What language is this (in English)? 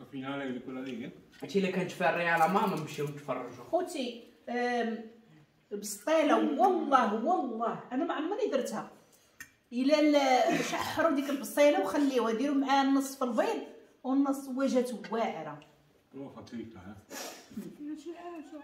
Moroccan Arabic